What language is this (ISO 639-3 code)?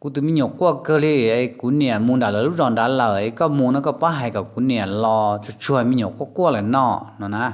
hmn